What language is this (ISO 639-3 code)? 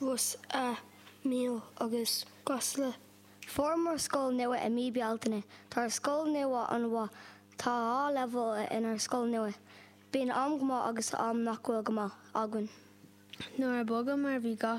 gle